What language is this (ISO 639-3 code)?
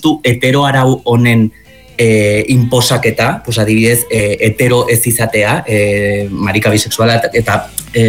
eus